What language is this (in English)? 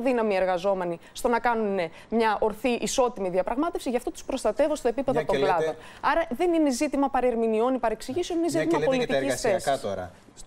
Greek